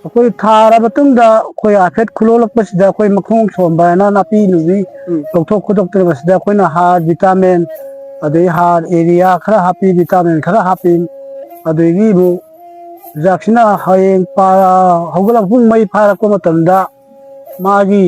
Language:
Manipuri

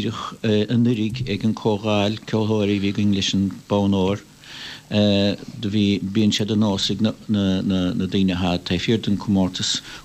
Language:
Irish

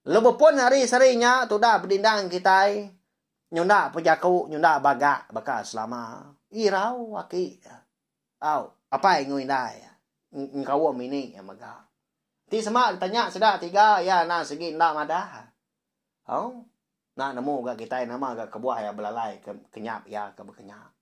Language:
Iban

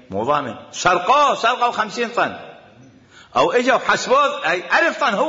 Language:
Mesopotamian Arabic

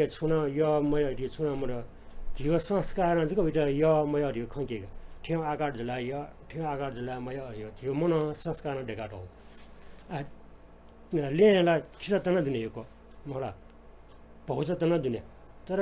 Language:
Newari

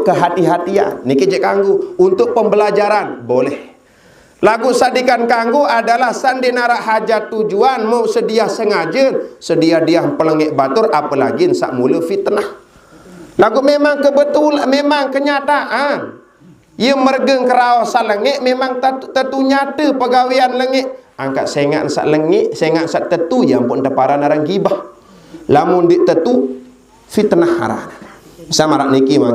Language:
Sasak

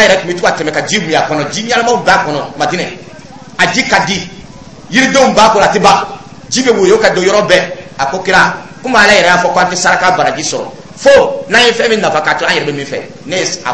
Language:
Dyula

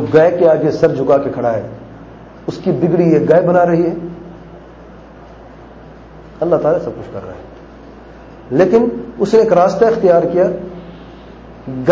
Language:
Urdu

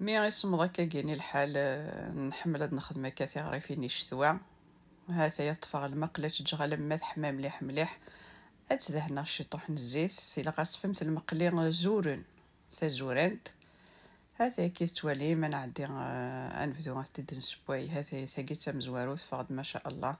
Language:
Kabyle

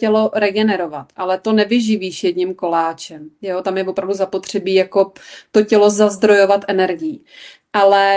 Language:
Czech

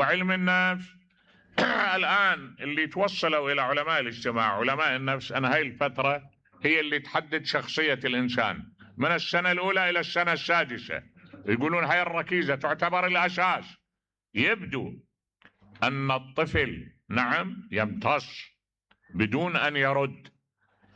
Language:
Mesopotamian Arabic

